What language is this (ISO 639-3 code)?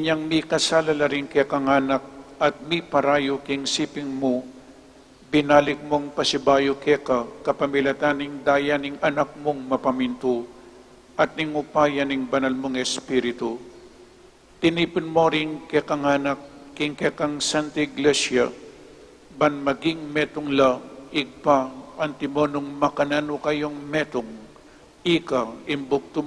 pam